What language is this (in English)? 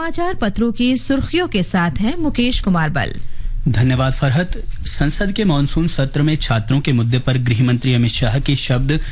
Hindi